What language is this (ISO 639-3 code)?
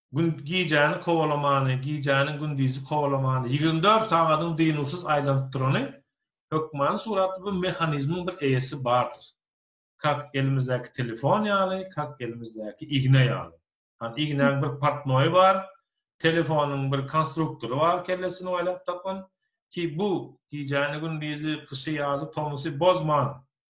tuk